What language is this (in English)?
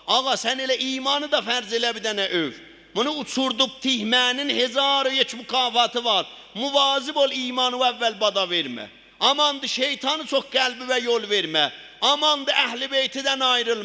South Azerbaijani